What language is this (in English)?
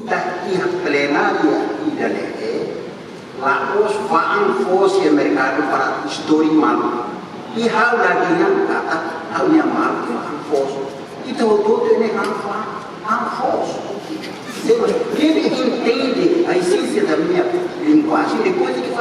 Tetum